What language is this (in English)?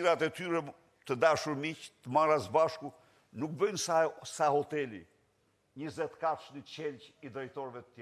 Albanian